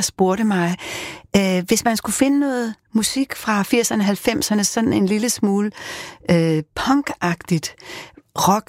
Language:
Danish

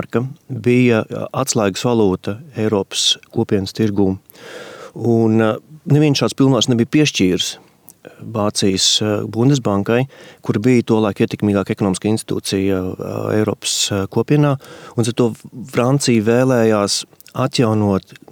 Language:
Latvian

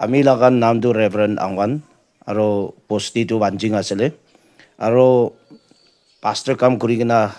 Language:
Naga Pidgin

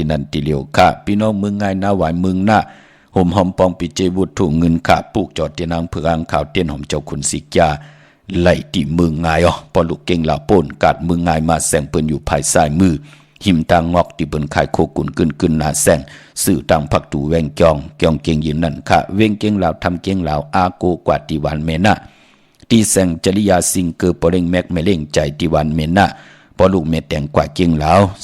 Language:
Shan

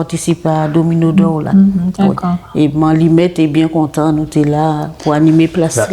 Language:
Guadeloupean Creole French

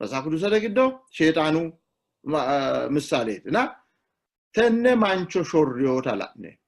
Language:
Sidamo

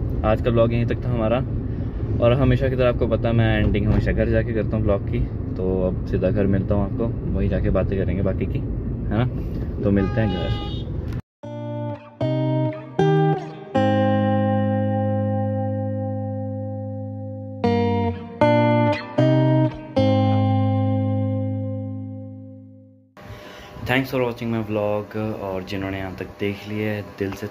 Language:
Hindi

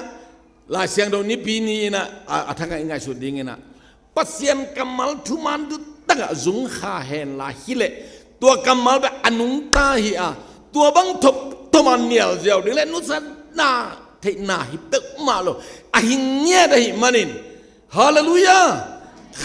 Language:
Tedim Chin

